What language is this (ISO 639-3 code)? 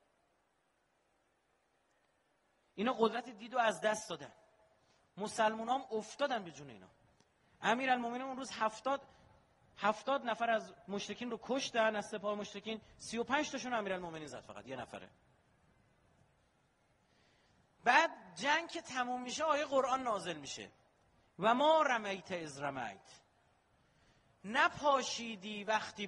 fas